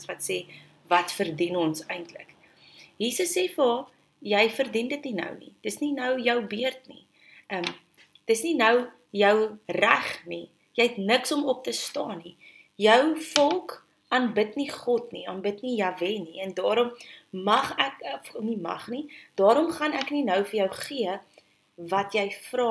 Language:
Afrikaans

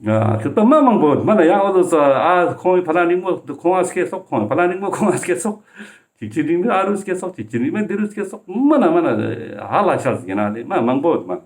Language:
Ladakhi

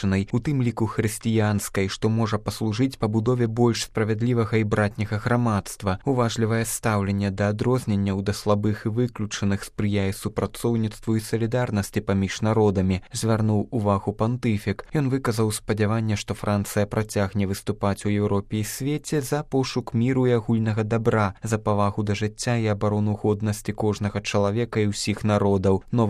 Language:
Belarusian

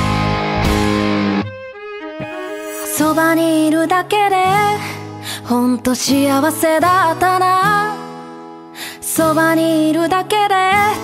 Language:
Japanese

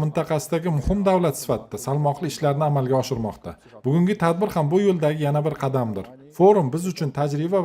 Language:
Uzbek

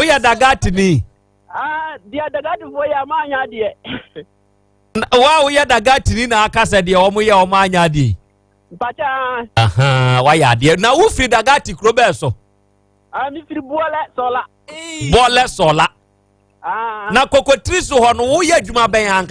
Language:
Akan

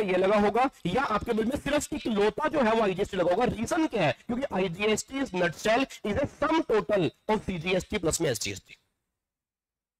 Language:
Hindi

